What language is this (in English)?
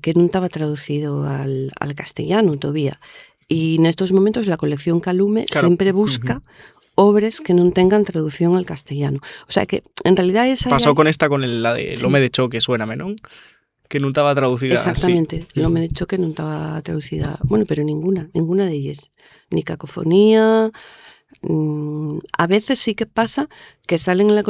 Asturian